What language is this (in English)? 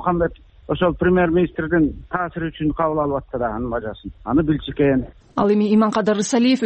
Kyrgyz